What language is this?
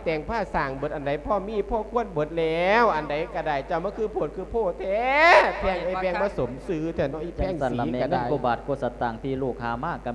Lao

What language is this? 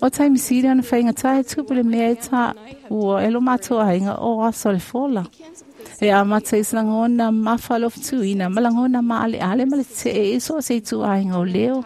Samoan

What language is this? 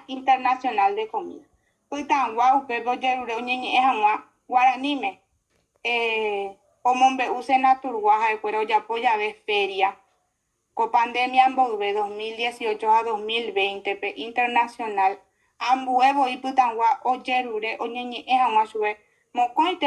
Guarani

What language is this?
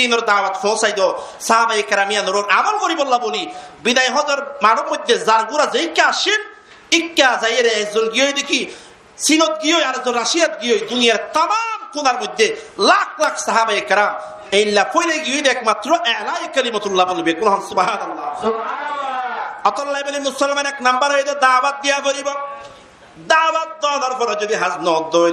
Rohingya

